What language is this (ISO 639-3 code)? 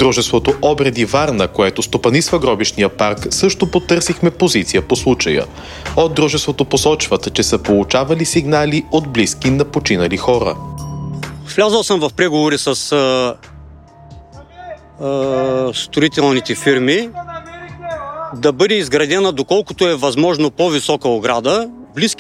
bul